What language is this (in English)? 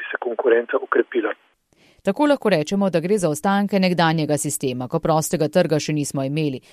Slovenian